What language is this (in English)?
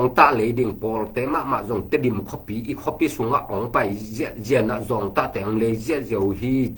Tedim Chin